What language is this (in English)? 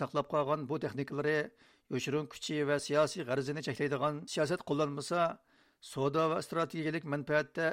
Uyghur